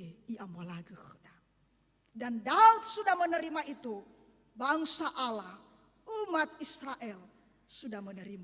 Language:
Nias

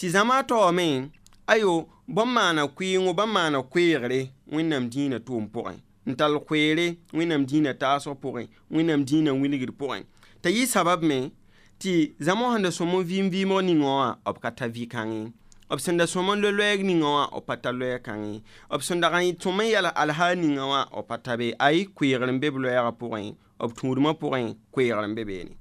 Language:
Mossi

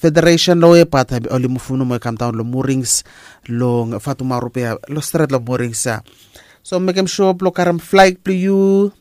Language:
Bislama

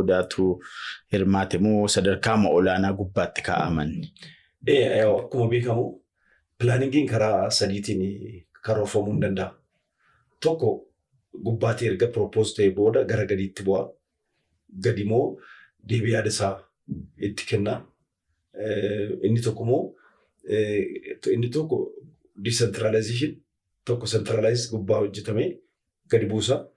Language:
Oromo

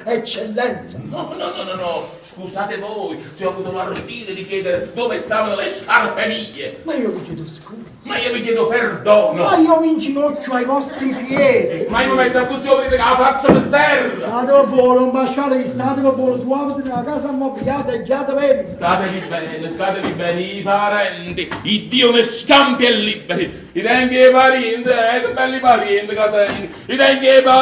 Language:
Neapolitan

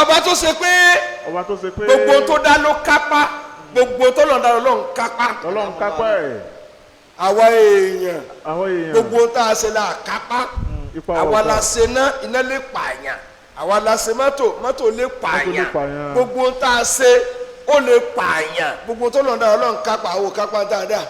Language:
Yoruba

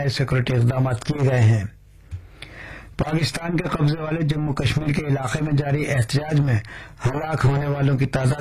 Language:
Urdu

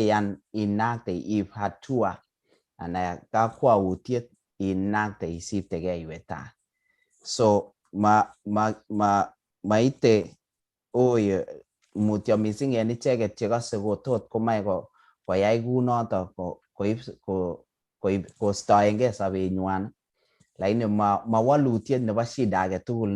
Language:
Kalenjin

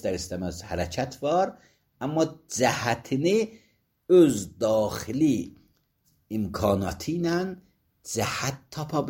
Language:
Azerbaijani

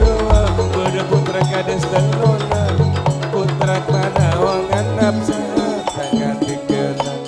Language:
Madurese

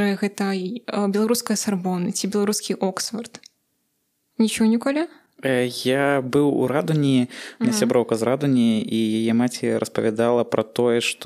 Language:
Belarusian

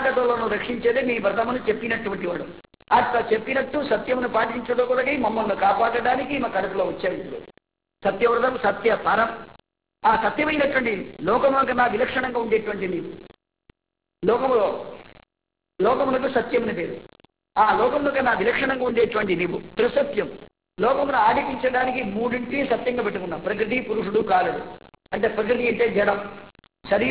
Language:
Telugu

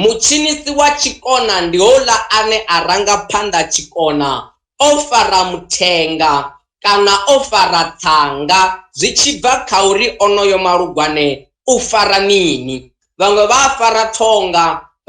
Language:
Venda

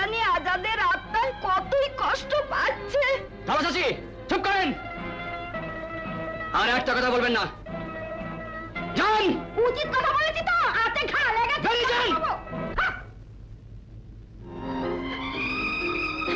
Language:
Bangla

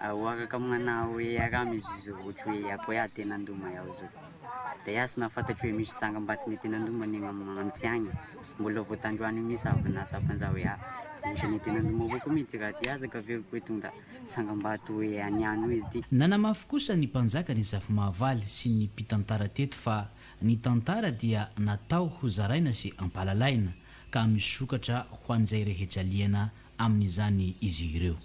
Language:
Malagasy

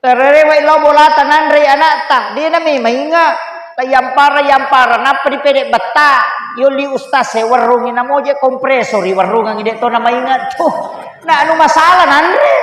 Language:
Buginese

